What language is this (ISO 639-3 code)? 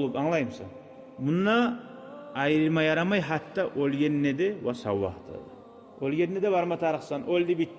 kum